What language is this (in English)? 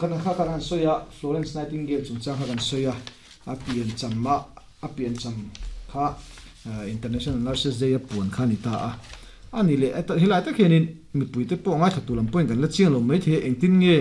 Mizo